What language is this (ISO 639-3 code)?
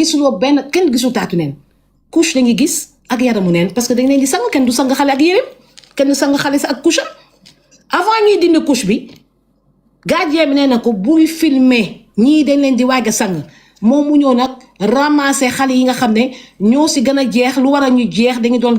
wol